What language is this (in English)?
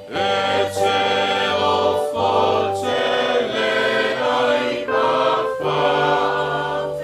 Samoan